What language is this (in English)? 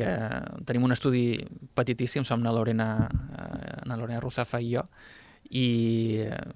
Catalan